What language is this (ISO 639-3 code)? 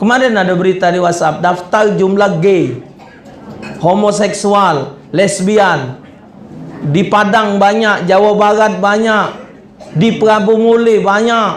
mui